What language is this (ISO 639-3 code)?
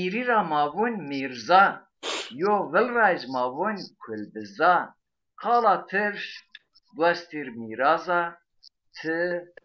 zza